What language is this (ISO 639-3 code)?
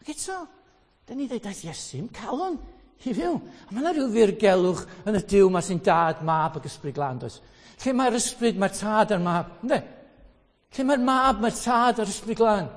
cym